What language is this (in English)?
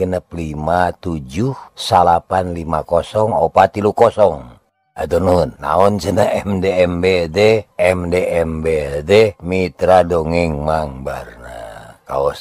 Sundanese